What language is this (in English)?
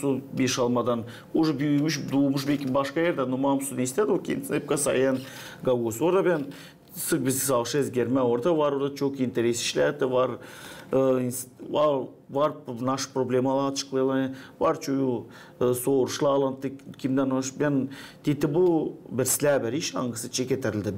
Gagauz